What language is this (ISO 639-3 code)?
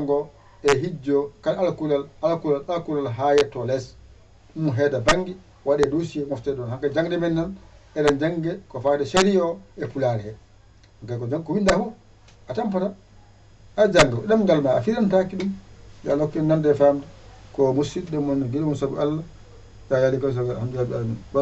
ful